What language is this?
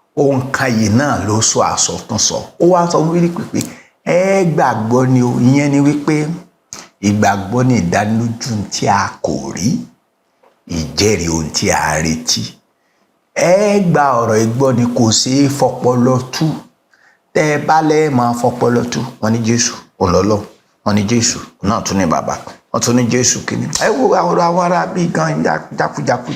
Yoruba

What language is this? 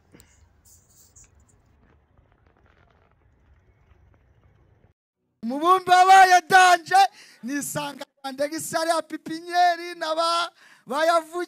Kinyarwanda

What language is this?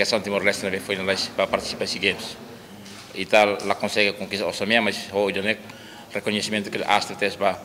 Tetum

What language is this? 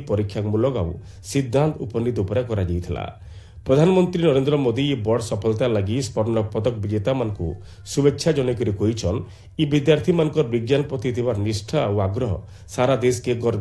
Odia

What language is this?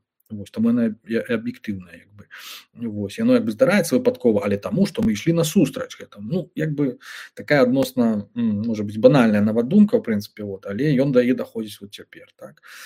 Belarusian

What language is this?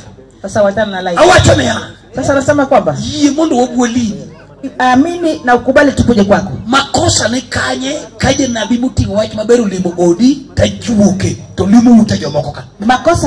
Luo (Kenya and Tanzania)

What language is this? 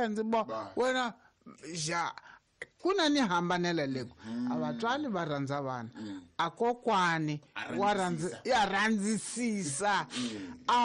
Tsonga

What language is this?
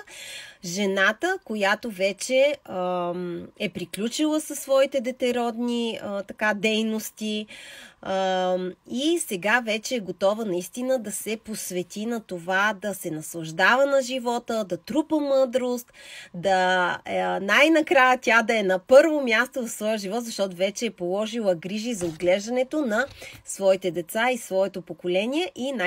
Bulgarian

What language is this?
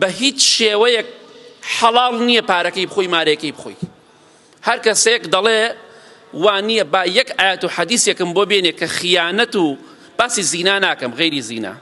Central Kurdish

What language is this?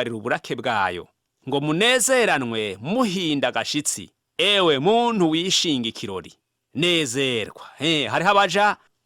Rundi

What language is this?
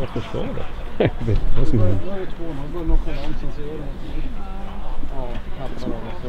Swedish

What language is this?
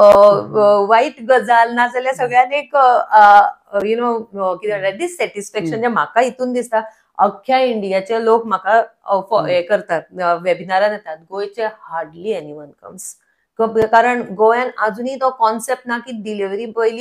Konkani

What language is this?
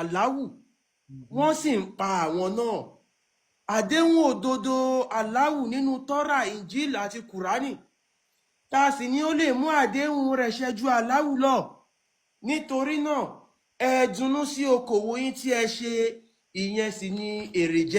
Yoruba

